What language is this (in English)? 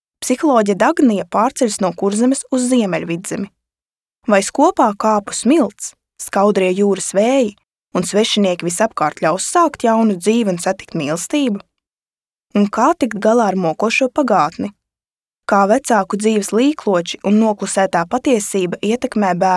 Latvian